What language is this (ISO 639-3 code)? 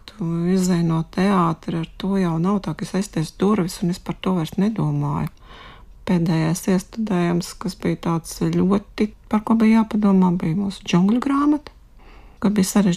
lav